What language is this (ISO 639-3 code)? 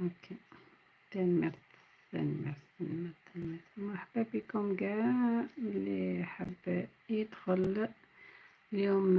arq